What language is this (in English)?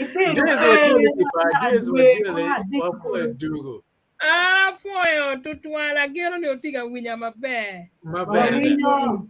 Acoli